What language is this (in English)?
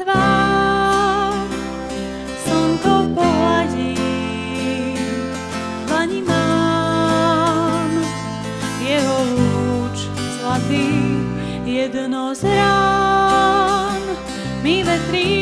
Slovak